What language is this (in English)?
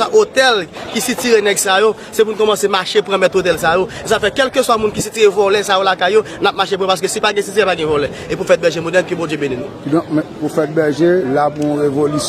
Haitian Creole